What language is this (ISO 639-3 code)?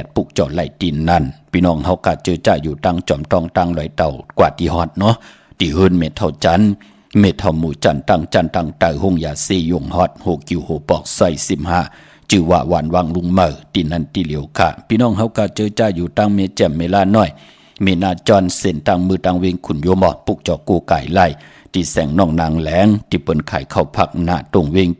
shn